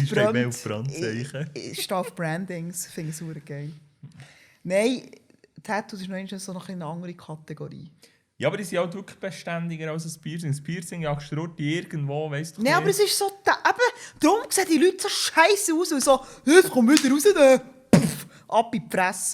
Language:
Swiss German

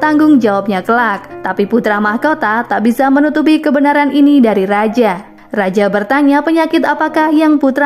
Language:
Indonesian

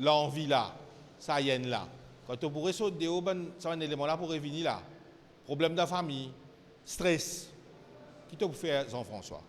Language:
Morisyen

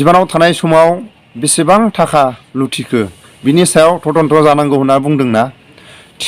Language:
Bodo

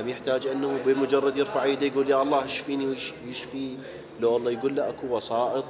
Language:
Mesopotamian Arabic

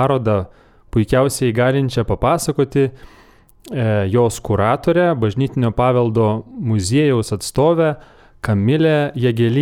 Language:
Lithuanian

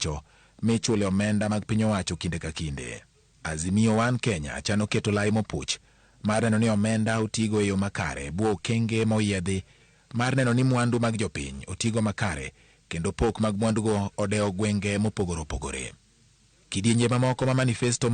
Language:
Luo (Kenya and Tanzania)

